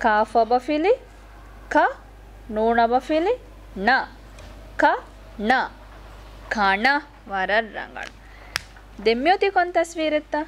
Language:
Divehi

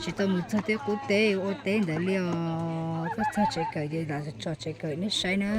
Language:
Hmong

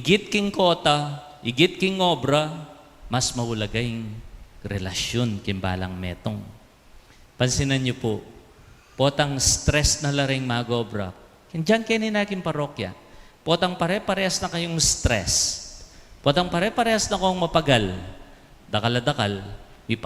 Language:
Pampanga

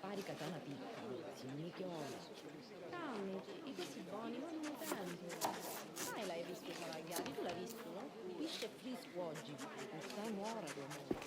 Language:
Sicilian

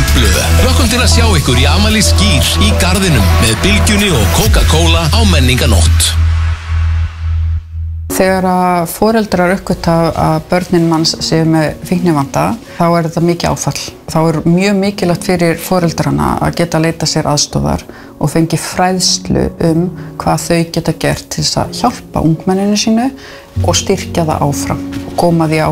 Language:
Icelandic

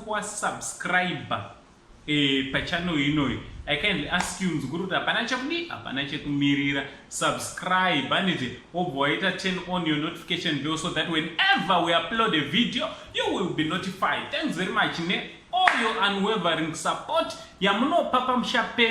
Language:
Shona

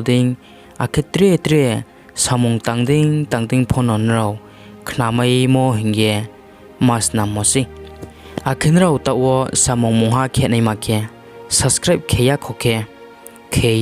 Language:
Riang (India)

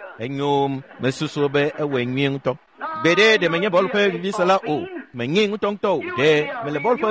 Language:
Ewe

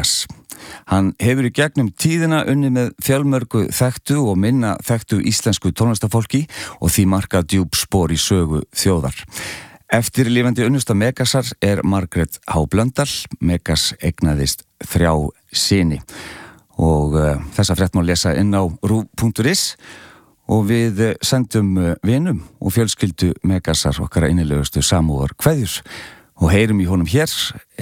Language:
Icelandic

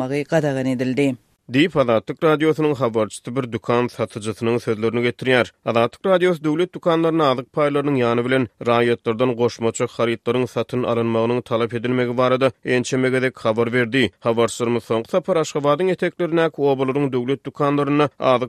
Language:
Turkmen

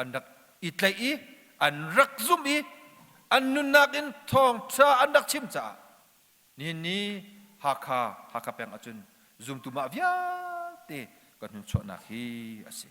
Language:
Hakha Chin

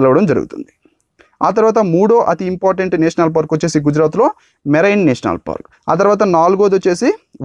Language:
Telugu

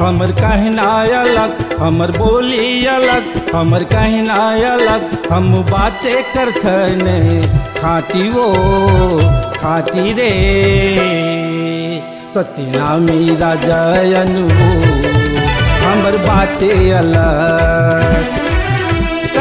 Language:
Chhattisgarhi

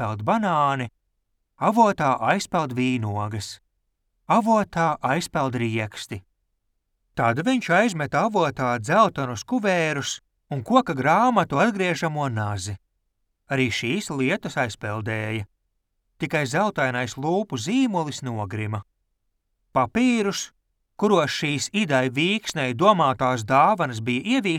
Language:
Latvian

